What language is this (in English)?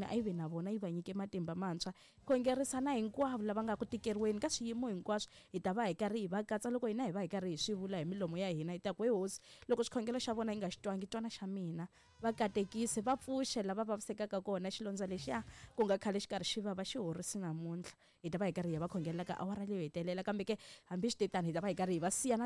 Tsonga